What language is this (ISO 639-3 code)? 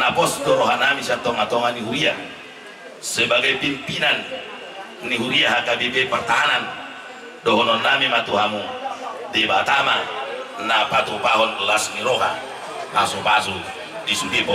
bbc